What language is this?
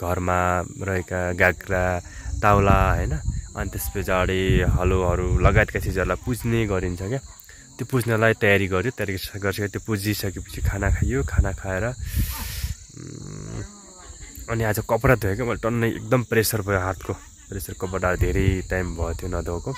Nepali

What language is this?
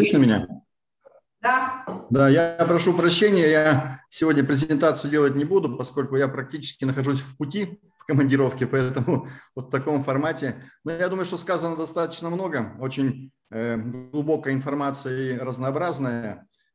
Russian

